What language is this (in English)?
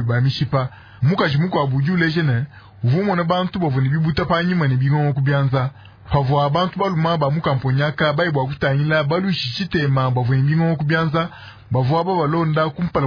Luba-Lulua